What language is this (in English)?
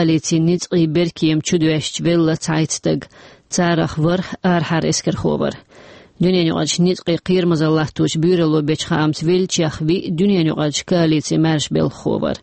Chechen